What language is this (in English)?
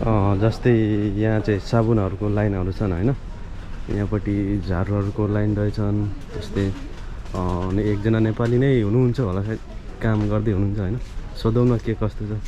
Nepali